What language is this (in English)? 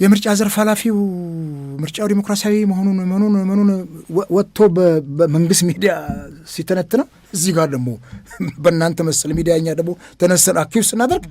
Amharic